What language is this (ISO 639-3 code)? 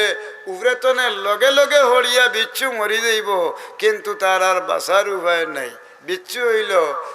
syl